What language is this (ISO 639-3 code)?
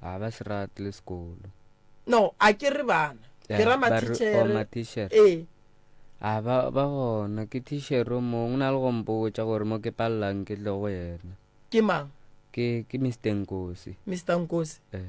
nso